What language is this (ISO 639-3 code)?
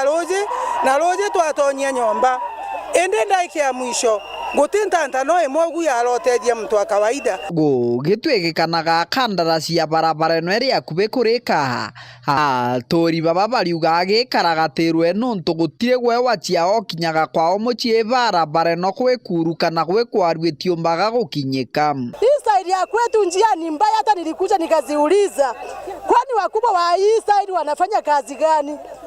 mer